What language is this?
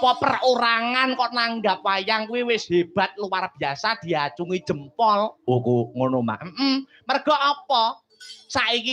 Javanese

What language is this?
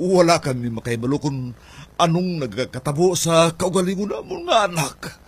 Hiligaynon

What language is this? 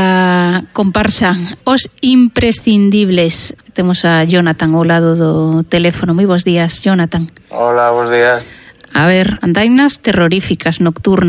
Galician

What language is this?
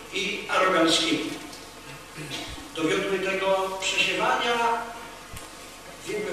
Polish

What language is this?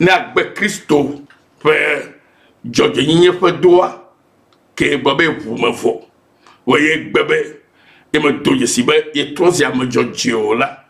Ewe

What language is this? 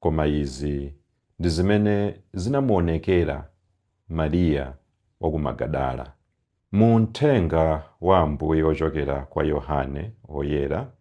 Nyanja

